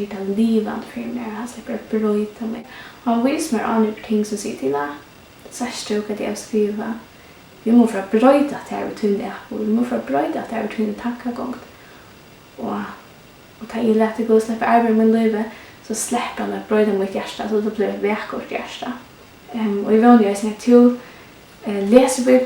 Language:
Faroese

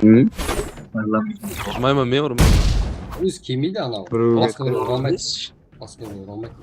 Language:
Kara-Kalpak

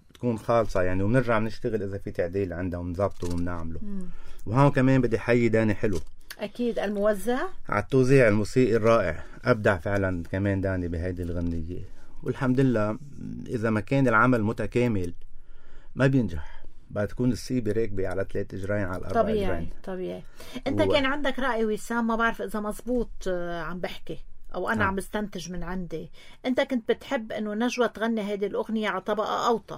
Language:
North Levantine Arabic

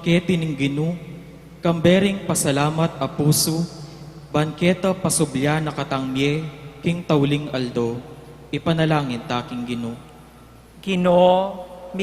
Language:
Pampanga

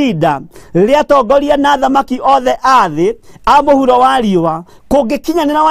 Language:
Kikuyu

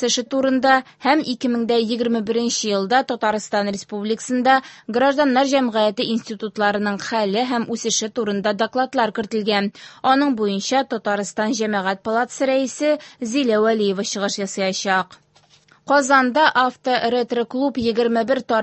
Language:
Tatar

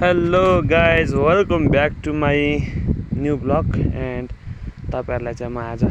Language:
Nepali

